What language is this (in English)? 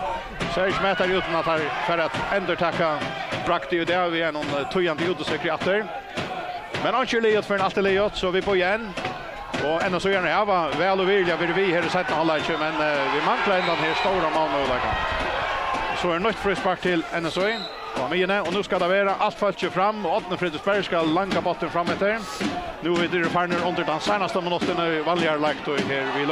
Faroese